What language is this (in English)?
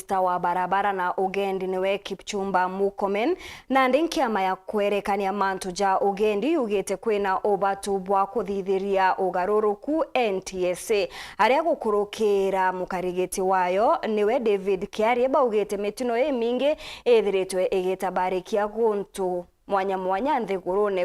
Meru